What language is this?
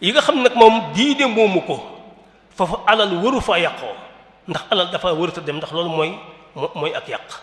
Wolof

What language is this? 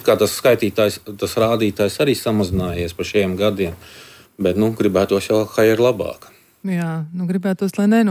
Latvian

